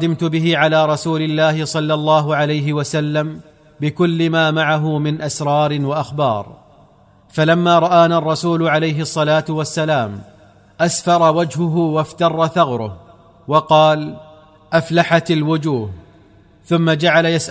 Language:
Arabic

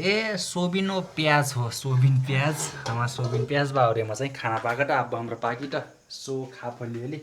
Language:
Nepali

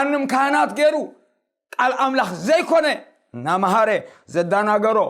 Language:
Tigrinya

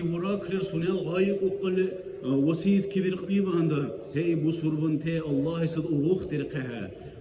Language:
Dargwa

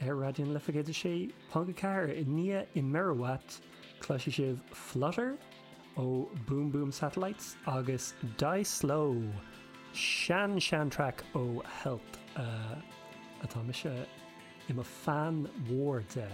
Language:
Irish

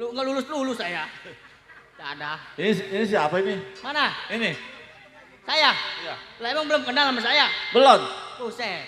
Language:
Betawi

